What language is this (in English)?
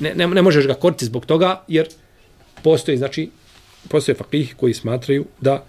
Bosnian